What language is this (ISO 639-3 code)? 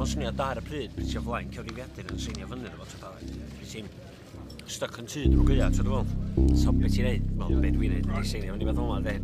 cym